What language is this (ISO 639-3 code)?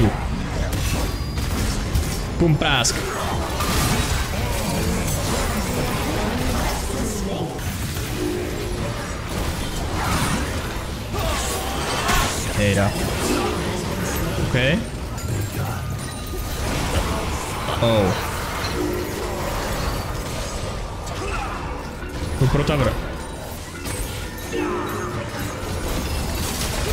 ces